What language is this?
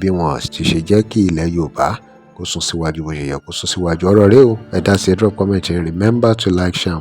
Yoruba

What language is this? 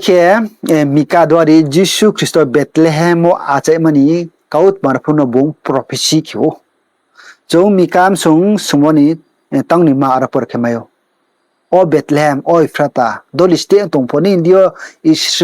Riang (India)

